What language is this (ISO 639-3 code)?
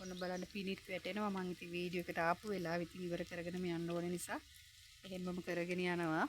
sin